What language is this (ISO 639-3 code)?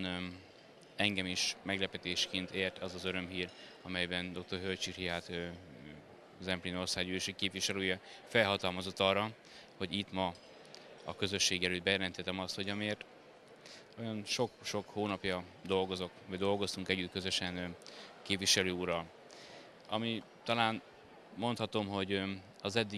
hun